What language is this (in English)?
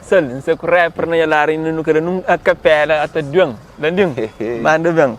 Kabuverdianu